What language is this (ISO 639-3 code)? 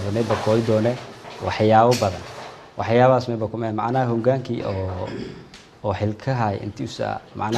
som